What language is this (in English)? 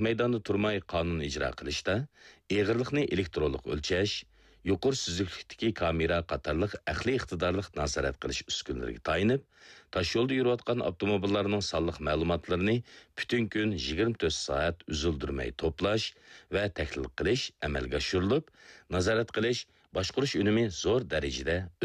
Uyghur